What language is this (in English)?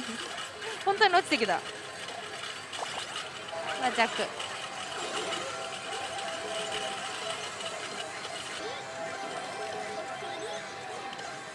Japanese